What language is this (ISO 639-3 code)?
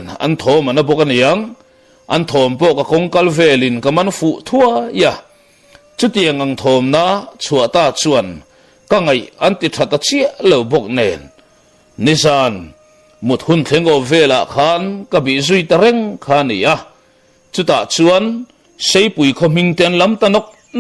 lus